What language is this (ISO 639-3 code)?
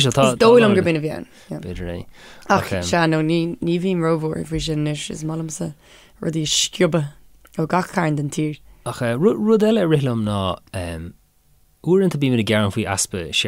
gle